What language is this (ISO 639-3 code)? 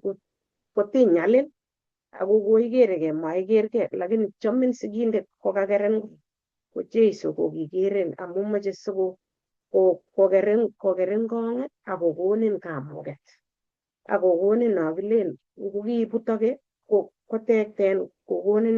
kln